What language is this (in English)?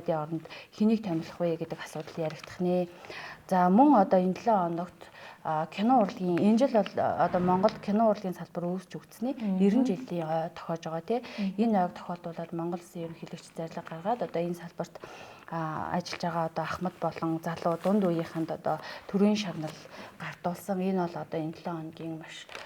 Mongolian